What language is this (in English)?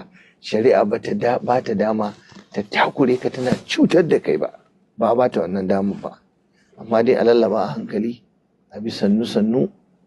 Hausa